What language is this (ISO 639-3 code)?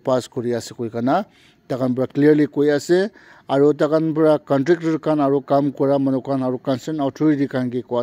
nag